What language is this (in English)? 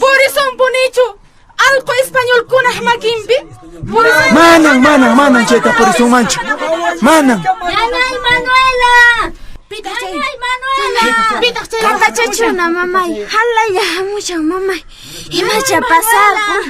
Quechua